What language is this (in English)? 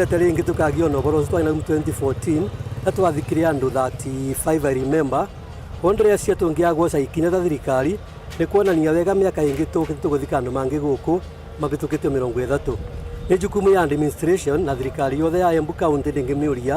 Meru